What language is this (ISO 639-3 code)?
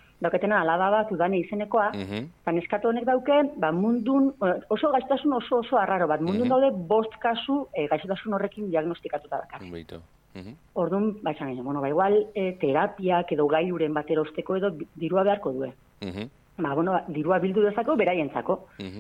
eus